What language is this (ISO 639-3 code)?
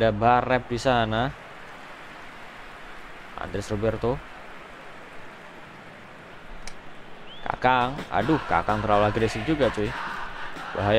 ind